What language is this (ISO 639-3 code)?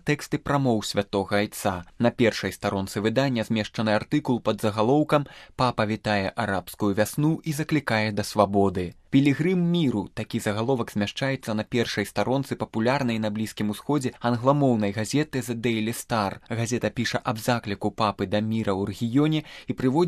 bel